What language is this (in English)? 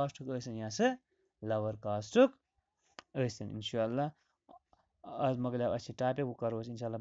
Kashmiri